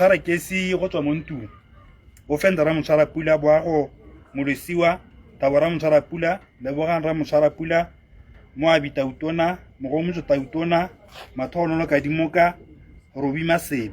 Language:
Tswana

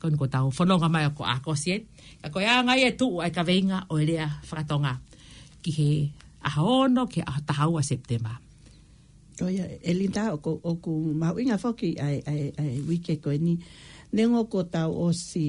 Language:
Tongan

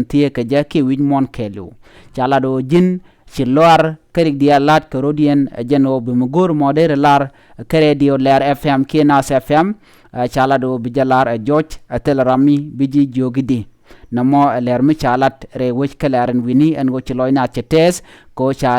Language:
Nuer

